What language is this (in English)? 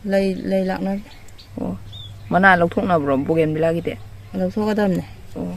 Manipuri